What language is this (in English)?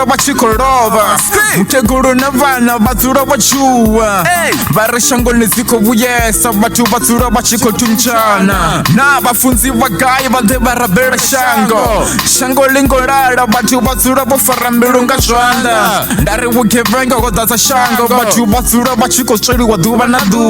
Venda